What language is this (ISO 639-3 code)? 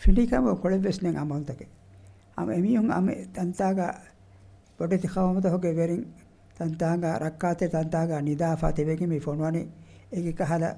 div